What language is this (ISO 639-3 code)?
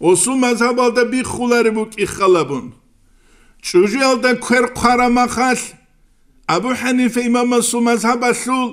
ava